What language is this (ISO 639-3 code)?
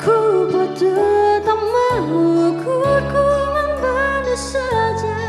btx